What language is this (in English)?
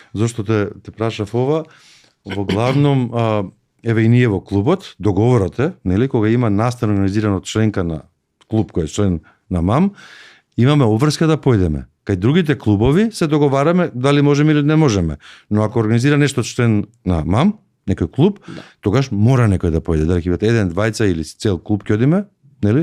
Macedonian